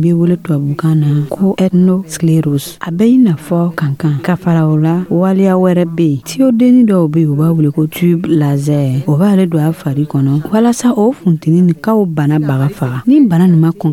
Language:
Dyula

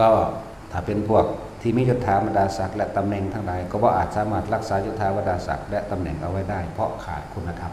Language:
Northeastern Thai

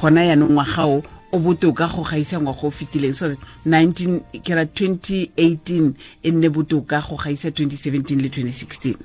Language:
Tswana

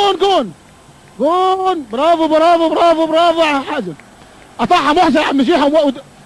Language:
Egyptian Arabic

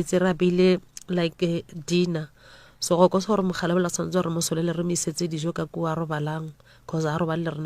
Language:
Northern Sotho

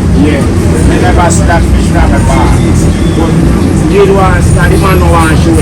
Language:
Jamaican Creole English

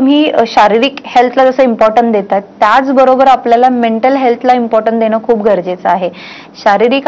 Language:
Marathi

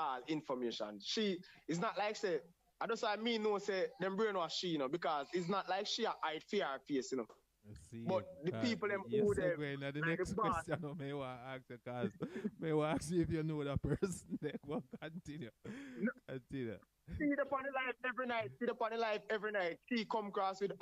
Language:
Jamaican Creole English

